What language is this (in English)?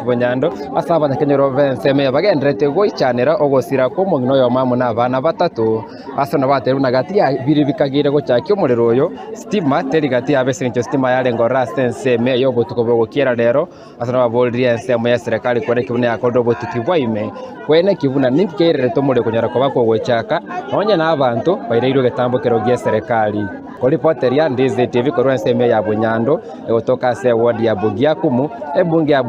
Gusii